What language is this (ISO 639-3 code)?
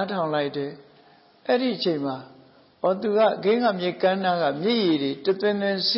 mya